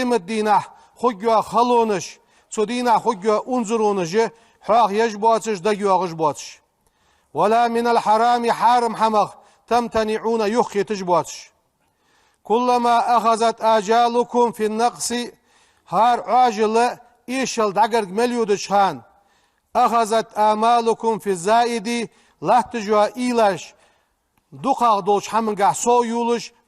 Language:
Ingush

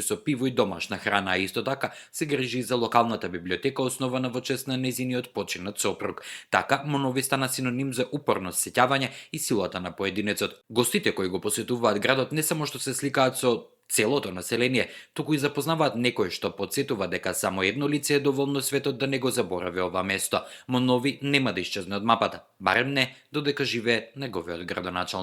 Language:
Macedonian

